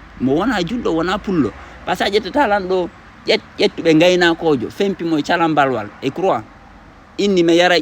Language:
Fula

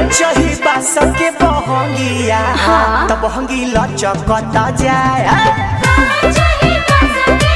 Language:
Bhojpuri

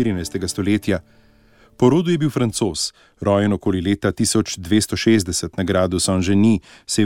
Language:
Slovenian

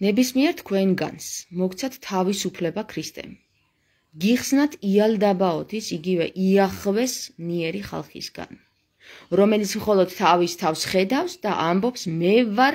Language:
Georgian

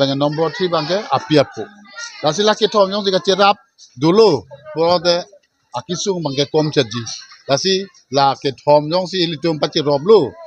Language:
Karbi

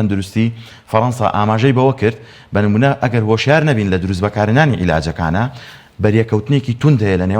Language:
Central Kurdish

